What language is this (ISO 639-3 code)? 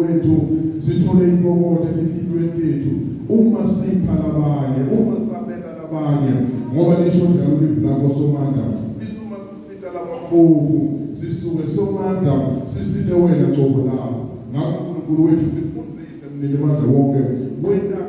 zul